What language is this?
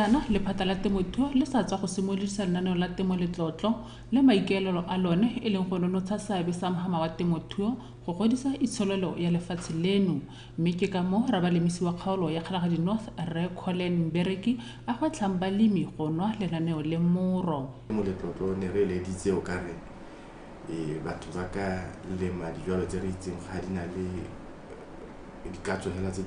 Tswana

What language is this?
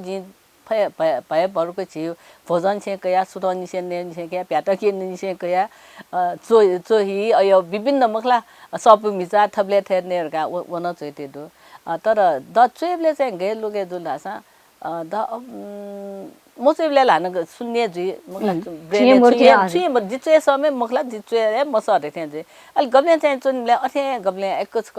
Newari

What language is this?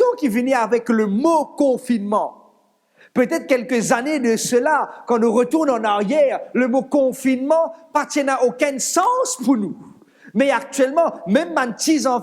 Morisyen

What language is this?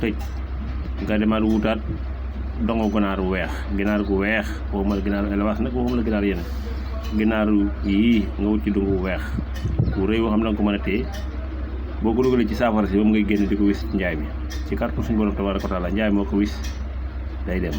Wolof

